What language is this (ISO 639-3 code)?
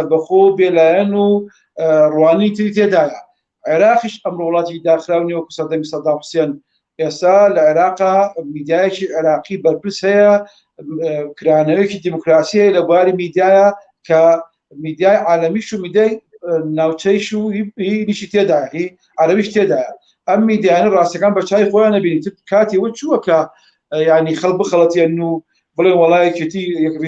ckb